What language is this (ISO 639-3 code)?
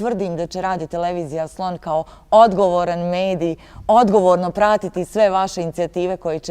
bos